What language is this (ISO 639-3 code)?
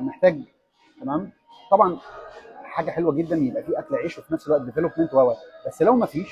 arz